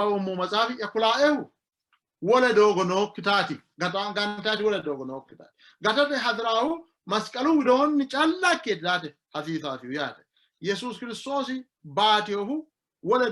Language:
Sidamo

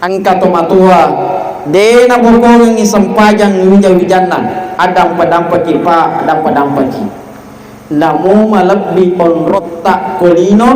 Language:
Buginese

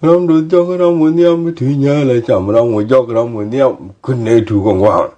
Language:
Nuer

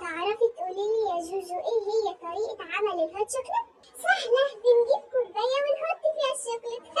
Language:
Egyptian Arabic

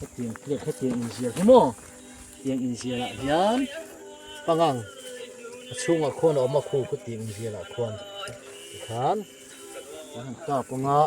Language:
Mizo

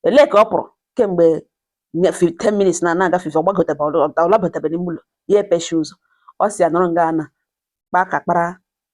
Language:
Igbo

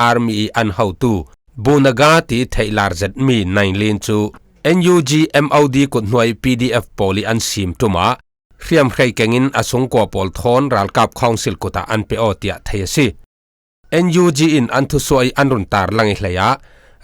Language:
Falam Chin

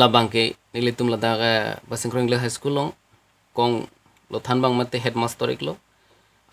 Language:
Karbi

